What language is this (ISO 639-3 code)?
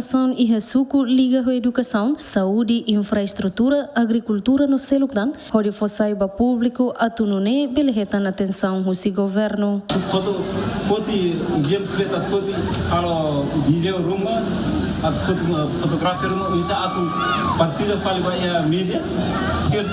tet